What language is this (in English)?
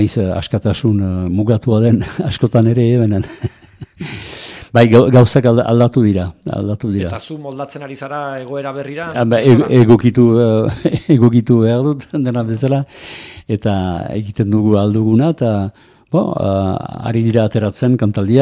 Basque